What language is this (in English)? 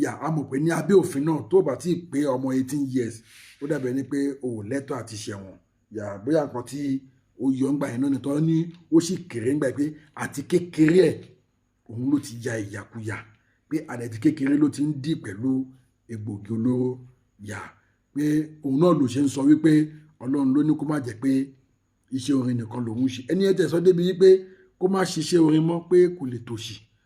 Yoruba